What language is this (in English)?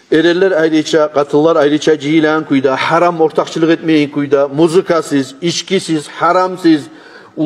Kumyk